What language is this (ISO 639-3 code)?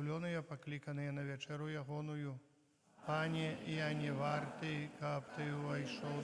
bel